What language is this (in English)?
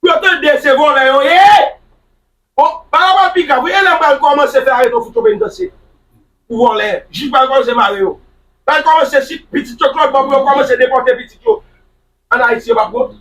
Haitian Creole